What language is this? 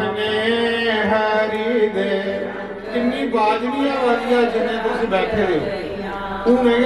Dogri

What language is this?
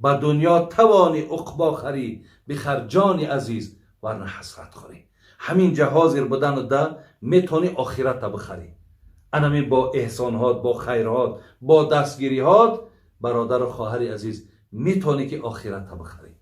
Tajik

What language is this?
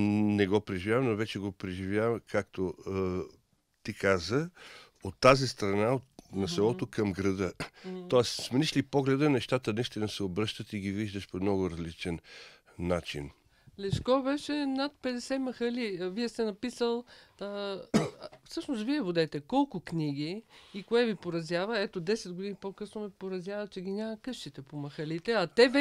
Bulgarian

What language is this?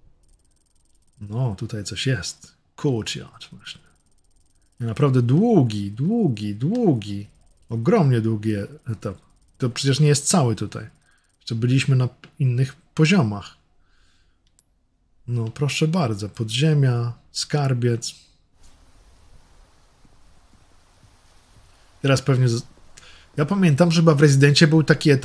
Polish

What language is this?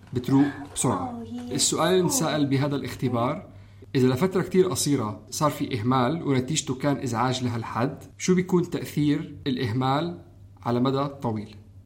North Levantine Arabic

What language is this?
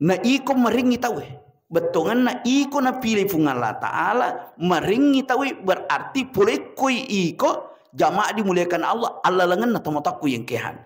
Buginese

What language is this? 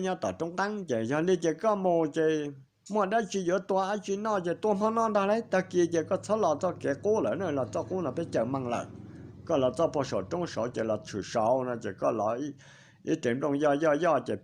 Hmong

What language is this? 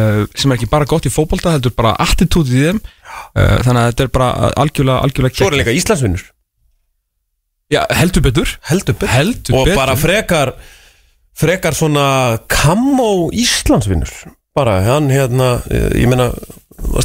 Icelandic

